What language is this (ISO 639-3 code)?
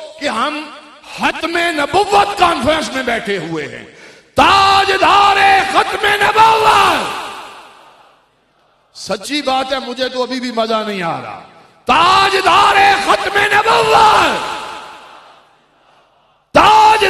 urd